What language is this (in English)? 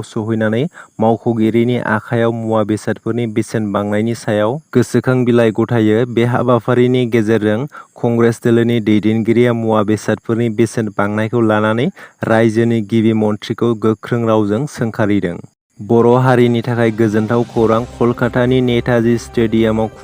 Bodo